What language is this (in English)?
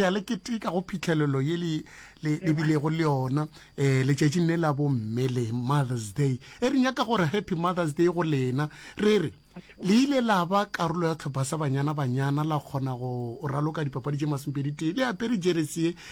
Northern Sotho